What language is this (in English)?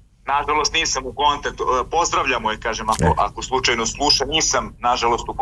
Serbian